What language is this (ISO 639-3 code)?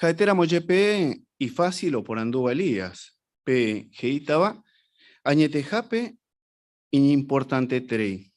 grn